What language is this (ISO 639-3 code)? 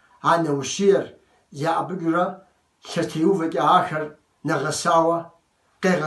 kbd